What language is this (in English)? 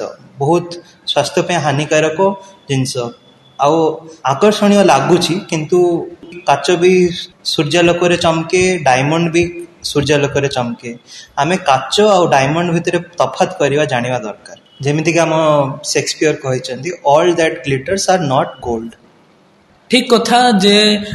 Odia